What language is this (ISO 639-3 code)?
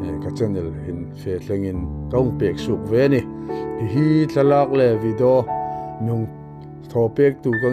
hmr